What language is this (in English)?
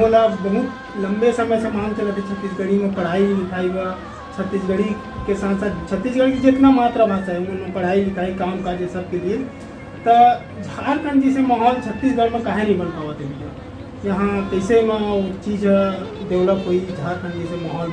Chhattisgarhi